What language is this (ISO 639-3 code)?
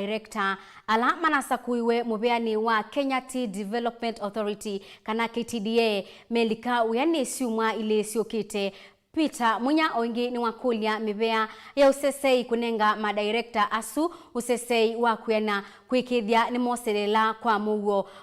kam